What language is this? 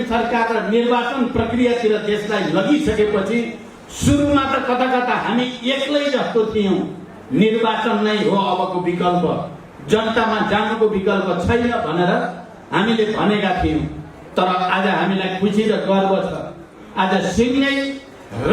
Nepali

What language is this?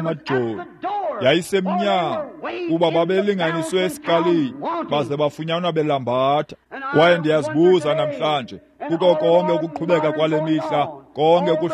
Xhosa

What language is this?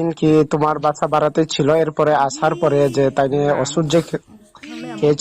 Riang (India)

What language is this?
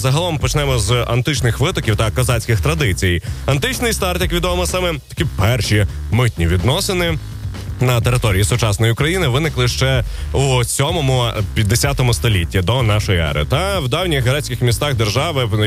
Ukrainian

